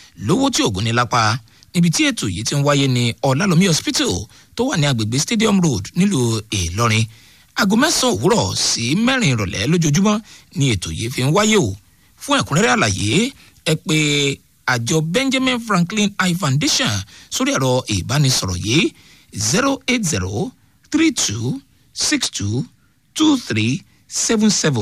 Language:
Yoruba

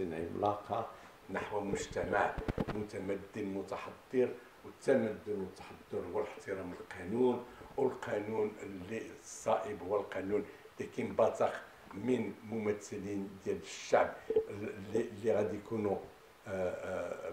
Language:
Moroccan Arabic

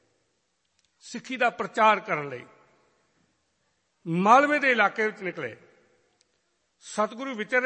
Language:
Punjabi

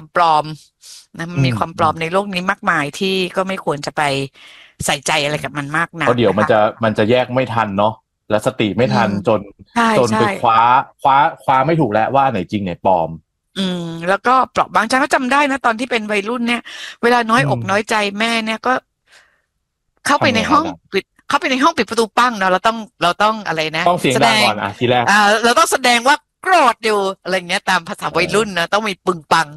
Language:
Thai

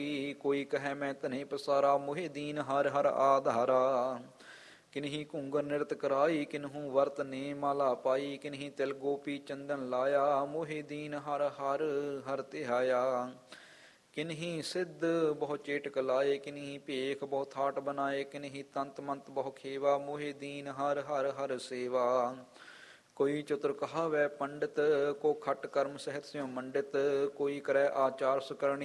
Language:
Punjabi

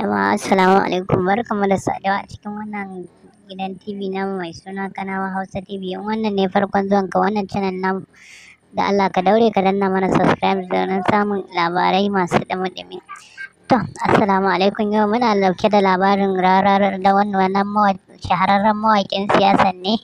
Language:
Hausa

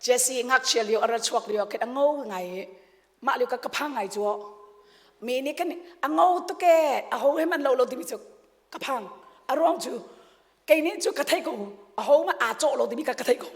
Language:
Hakha Chin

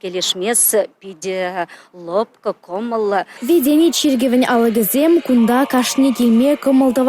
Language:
Chuvash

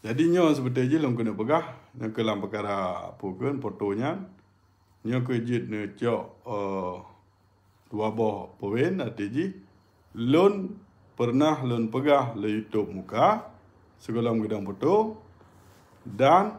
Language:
Achinese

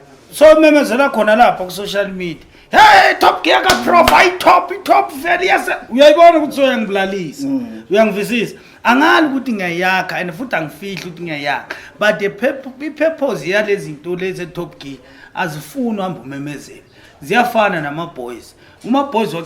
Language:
Zulu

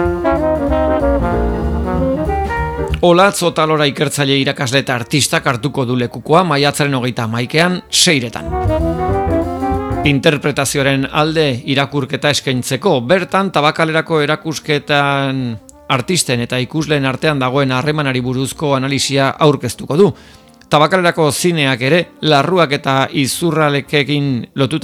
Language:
Basque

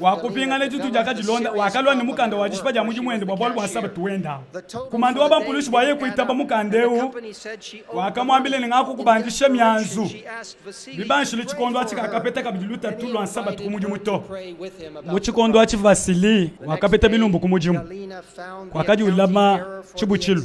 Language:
Luba-Lulua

